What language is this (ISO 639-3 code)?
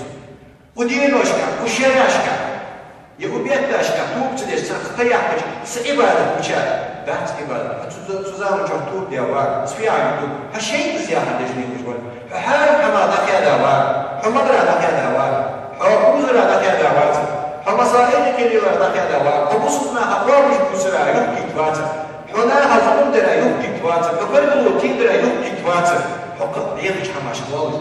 inh